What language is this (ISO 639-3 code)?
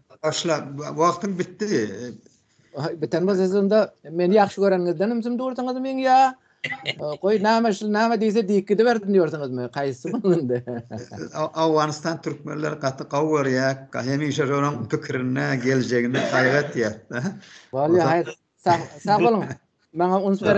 tuk